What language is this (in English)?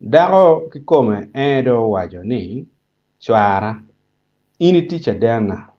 Acoli